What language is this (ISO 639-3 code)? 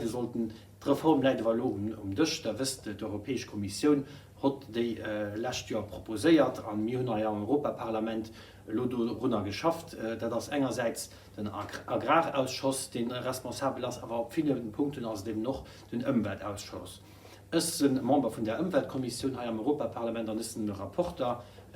ltz